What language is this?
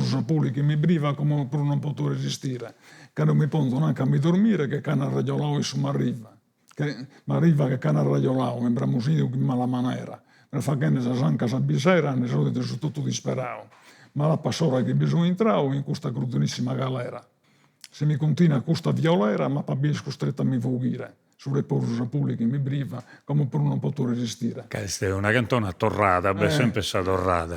Sardinian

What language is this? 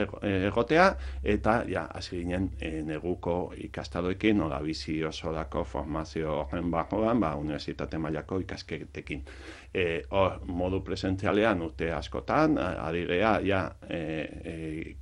Basque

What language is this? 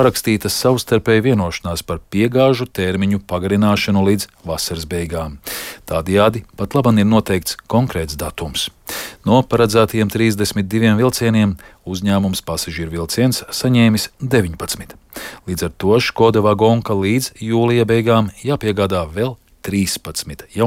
Latvian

